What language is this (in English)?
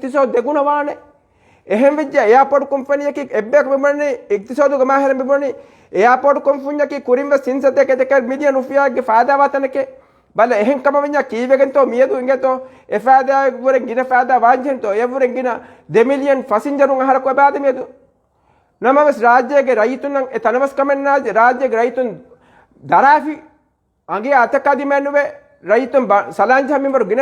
Divehi